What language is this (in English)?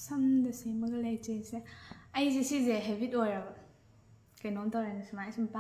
Manipuri